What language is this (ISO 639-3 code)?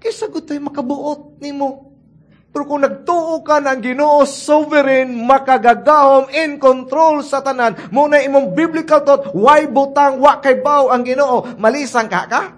ceb